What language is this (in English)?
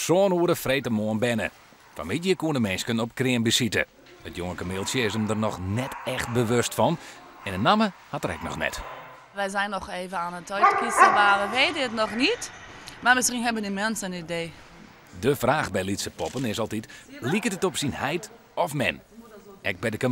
Western Frisian